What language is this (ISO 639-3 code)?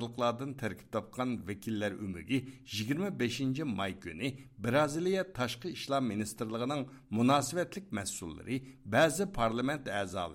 uig